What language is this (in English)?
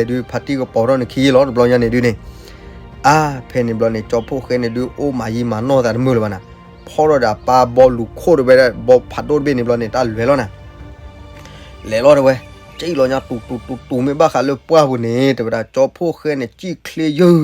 S'gaw Karen